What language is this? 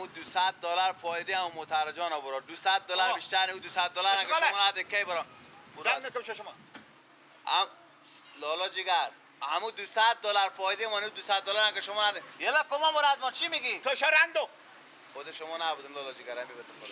Persian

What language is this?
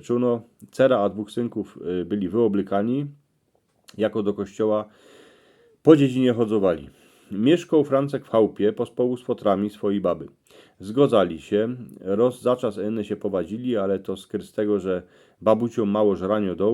Silesian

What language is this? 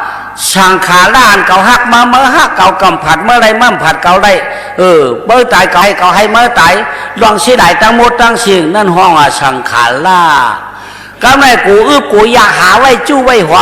Shan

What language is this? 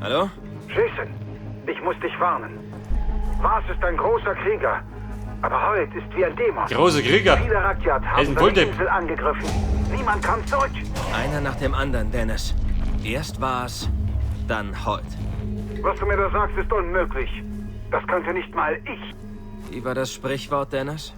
Bavarian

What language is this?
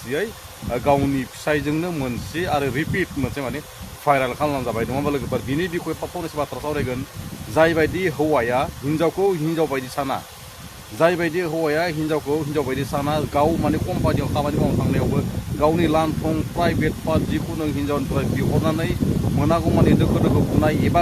Bodo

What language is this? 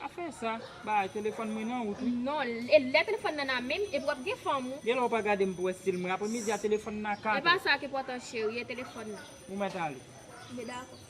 Haitian Creole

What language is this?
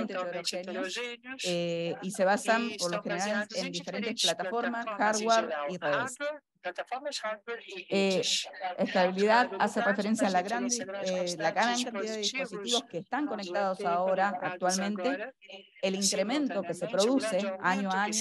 Spanish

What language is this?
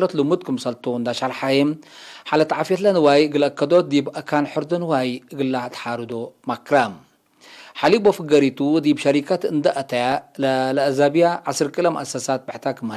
Tigre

